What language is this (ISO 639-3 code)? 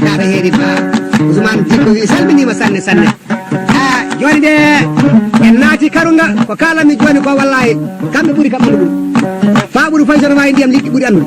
ful